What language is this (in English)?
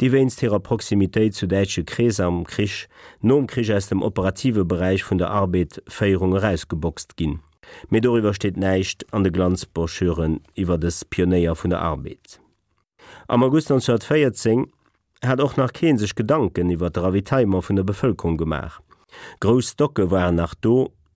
Luxembourgish